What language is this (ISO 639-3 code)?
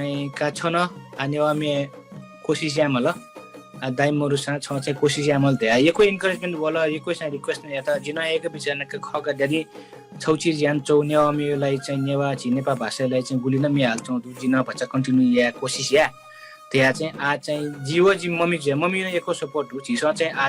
new